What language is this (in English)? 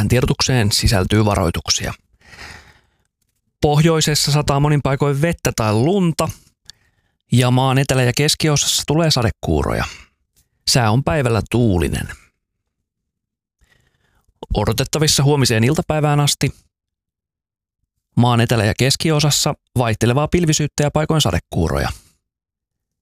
Finnish